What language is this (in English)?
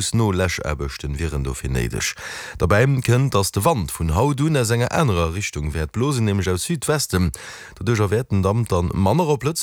Luxembourgish